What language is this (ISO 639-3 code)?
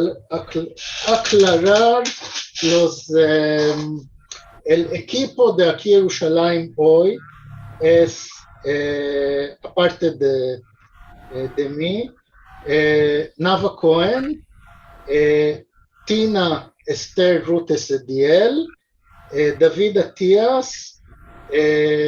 lad